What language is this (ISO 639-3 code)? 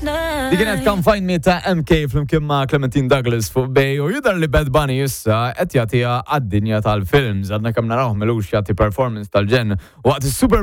mlt